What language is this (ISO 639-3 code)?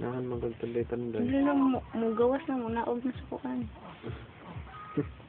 ceb